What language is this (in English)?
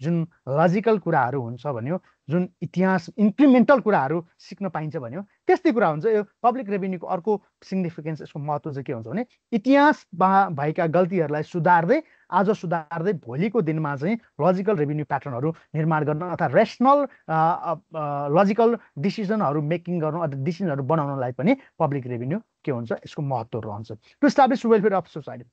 Nepali